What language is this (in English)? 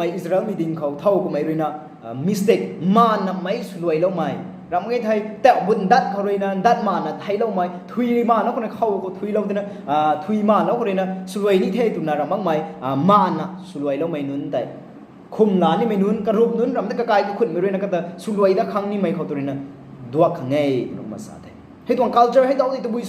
Rongmei Naga